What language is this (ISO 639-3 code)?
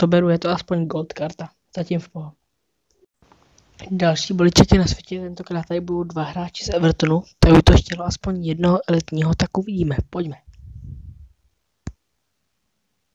ces